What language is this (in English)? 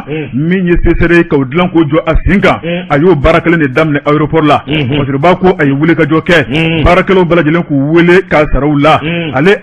Bambara